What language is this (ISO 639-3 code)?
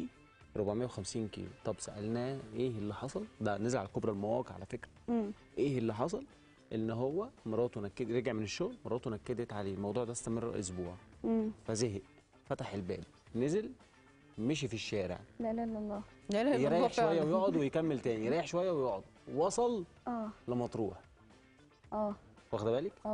arz